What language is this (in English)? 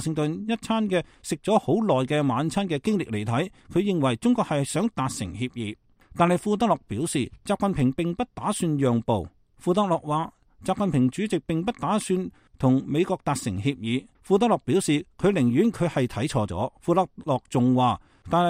Cantonese